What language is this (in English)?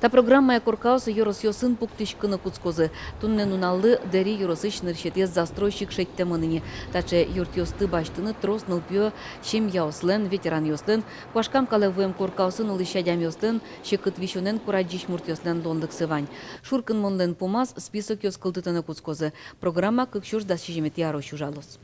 Udmurt